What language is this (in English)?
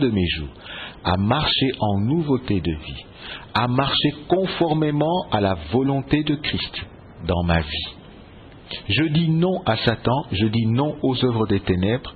French